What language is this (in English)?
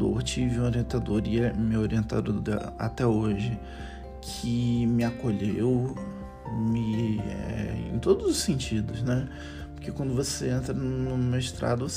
Portuguese